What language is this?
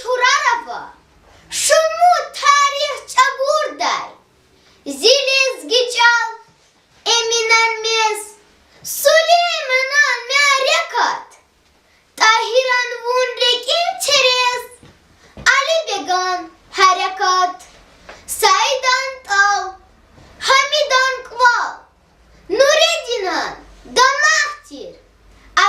Lezghian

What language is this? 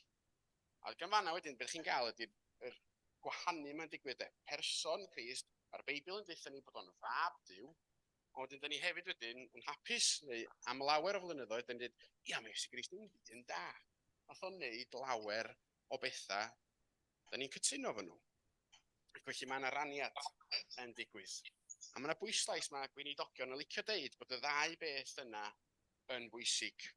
Welsh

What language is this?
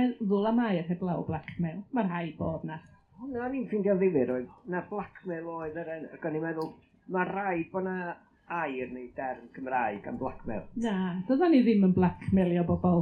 Welsh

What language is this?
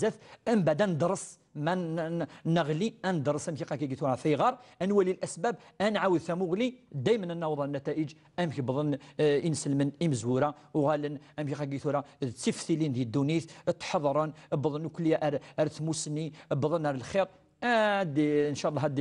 Kabyle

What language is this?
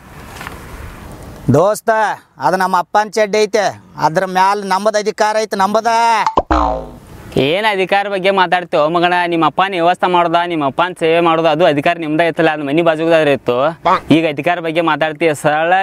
Kannada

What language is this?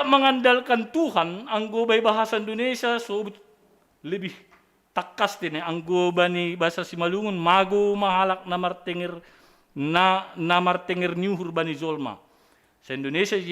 Batak Simalungun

